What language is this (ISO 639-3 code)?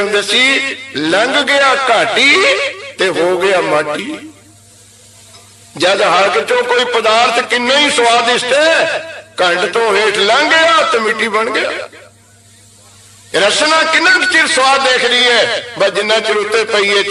pan